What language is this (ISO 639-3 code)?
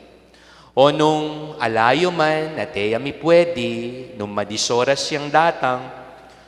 pam